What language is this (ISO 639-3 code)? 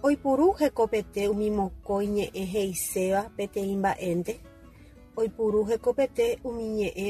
grn